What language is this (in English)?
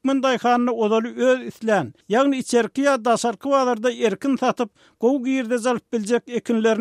Turkmen